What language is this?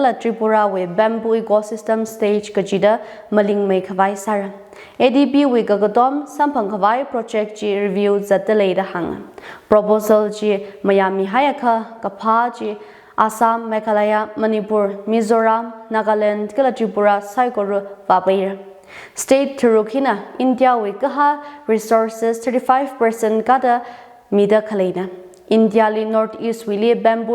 Tangkhul Naga (India)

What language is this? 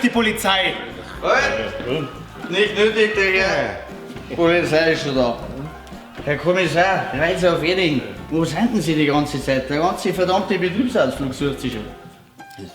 Bavarian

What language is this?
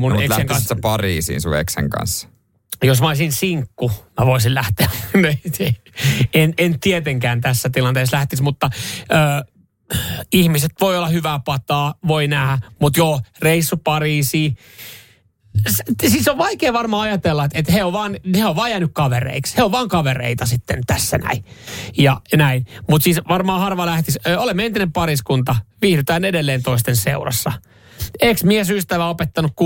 Finnish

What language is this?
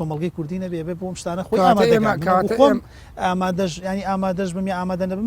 Central Kurdish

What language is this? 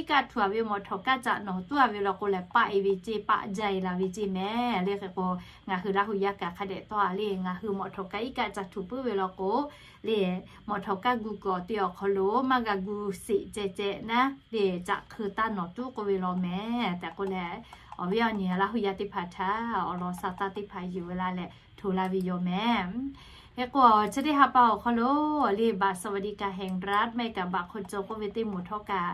Lahu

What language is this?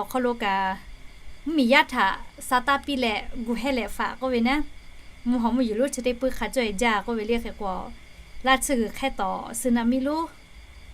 Lahu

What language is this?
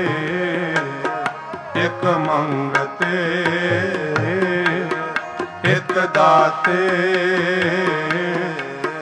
Punjabi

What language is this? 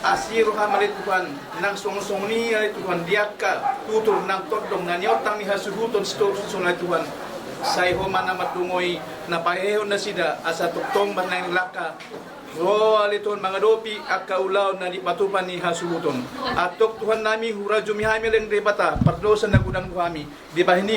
Batak Toba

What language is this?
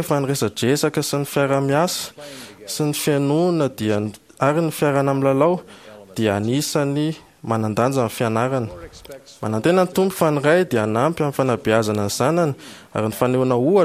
Malagasy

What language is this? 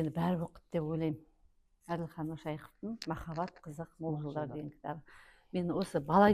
Kazakh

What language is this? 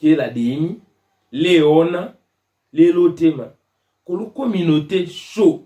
Tetela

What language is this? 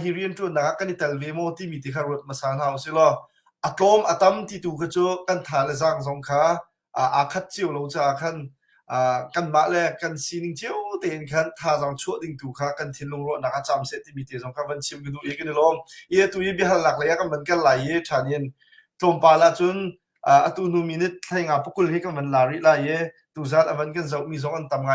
Hakha Chin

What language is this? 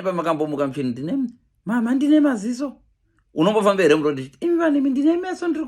Shona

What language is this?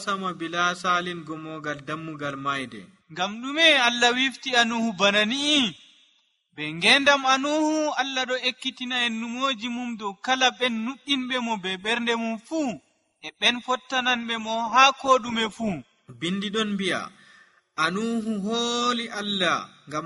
Nigerian Fulfulde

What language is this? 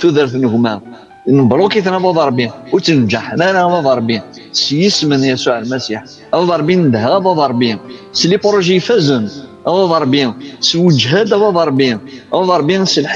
Kabyle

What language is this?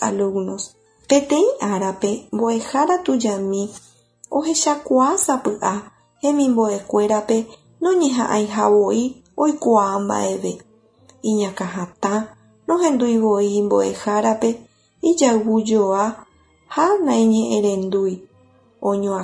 Guarani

